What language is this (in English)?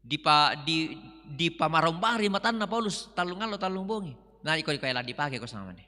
Toraja-Sa'dan